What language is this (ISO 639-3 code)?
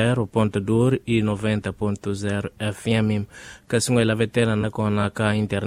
tso